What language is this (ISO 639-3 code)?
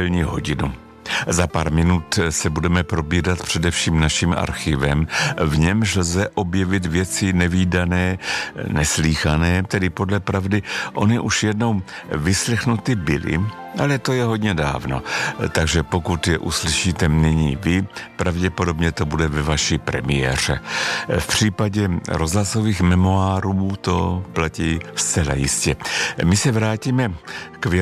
ces